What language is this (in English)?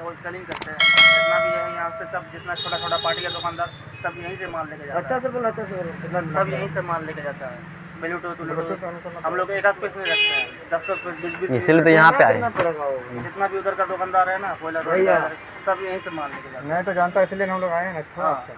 Santali